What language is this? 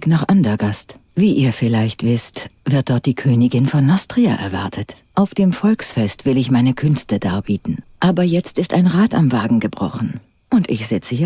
Bavarian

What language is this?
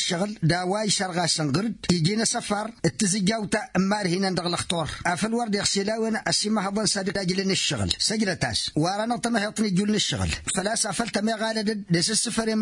Tamasheq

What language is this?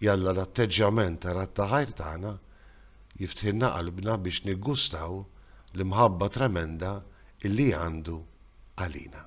Maltese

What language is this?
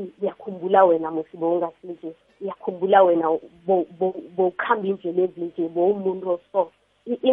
South Ndebele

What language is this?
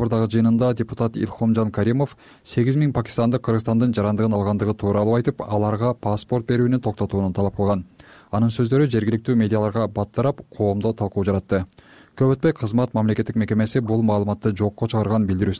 Kyrgyz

